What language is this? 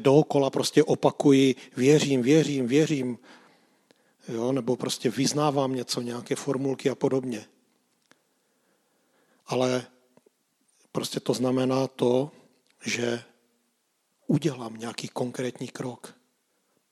Czech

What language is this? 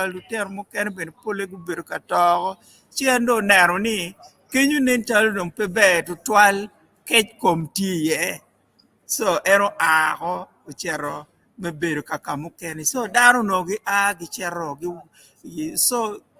Acoli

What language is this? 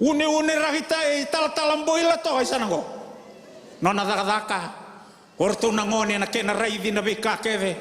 Fijian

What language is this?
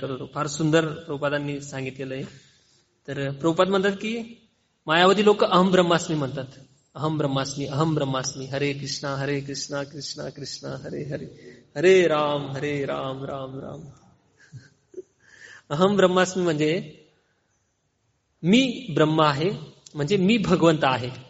Marathi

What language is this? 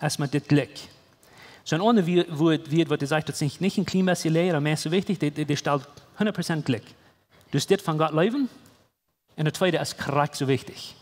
Plautdietsch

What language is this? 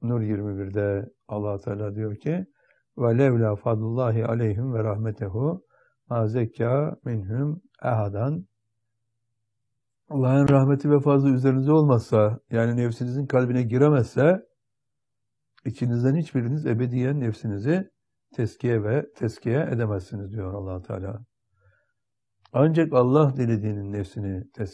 Turkish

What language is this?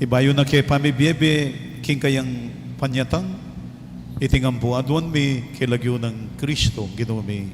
Pampanga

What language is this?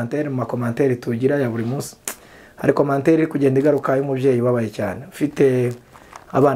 Kinyarwanda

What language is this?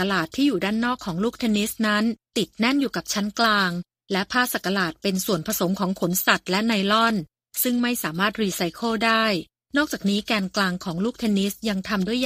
Thai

